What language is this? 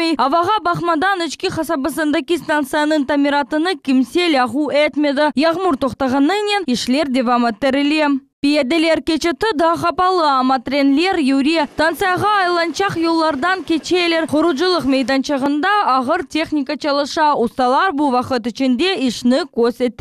Crimean Tatar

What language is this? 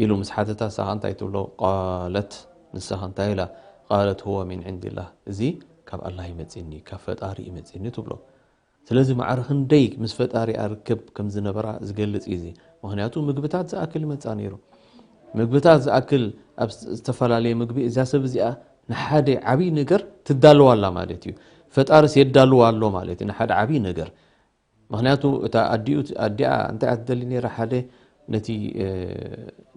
Tigrinya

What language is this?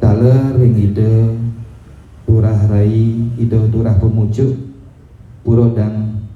Balinese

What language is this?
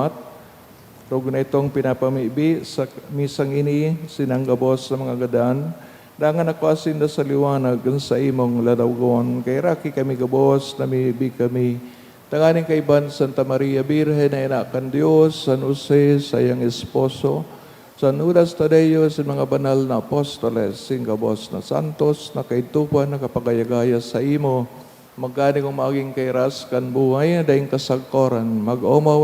Bikol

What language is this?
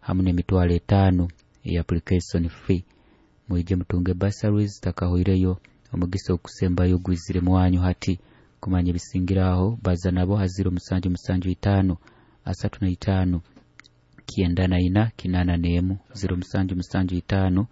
Nyoro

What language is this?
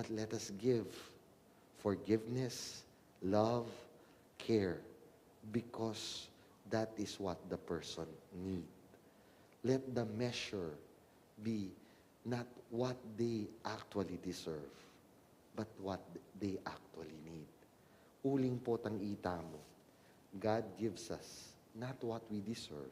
Pampanga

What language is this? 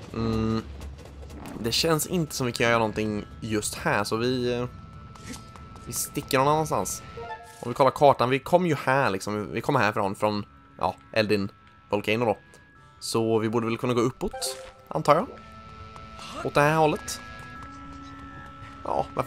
Swedish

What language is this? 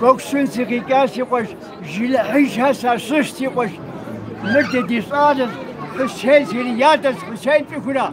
Kabardian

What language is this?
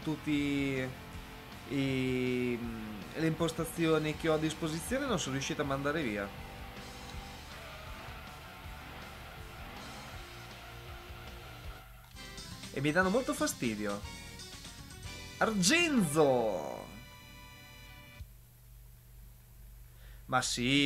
Italian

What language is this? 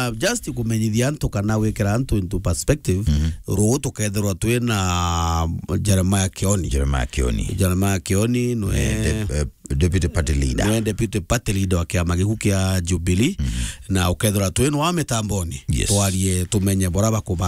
Meru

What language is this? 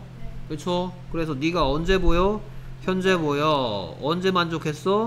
Korean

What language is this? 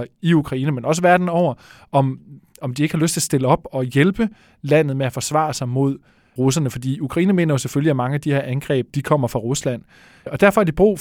Danish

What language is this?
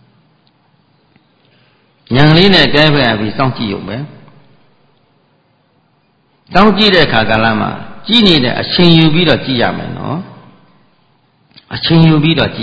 Burmese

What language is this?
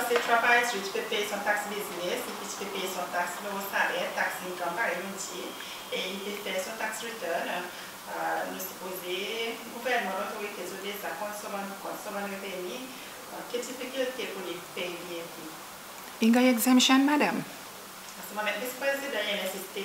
Seselwa Creole French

